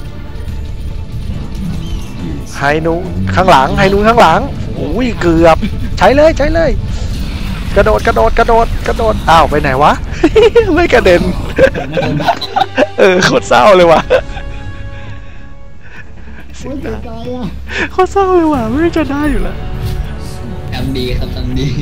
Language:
Thai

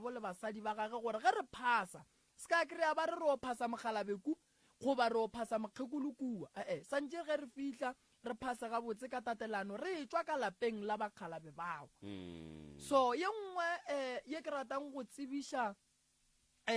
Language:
Northern Sotho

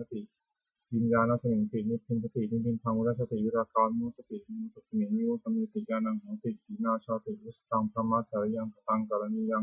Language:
Pali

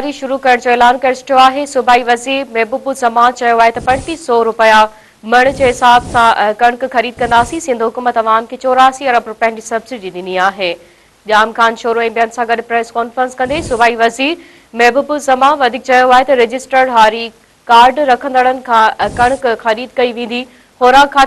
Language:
Sindhi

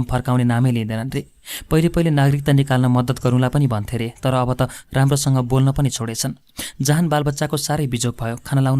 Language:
Nepali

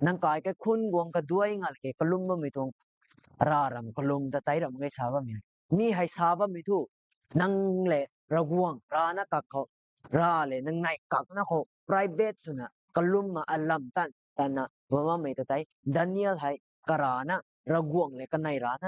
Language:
Rongmei Naga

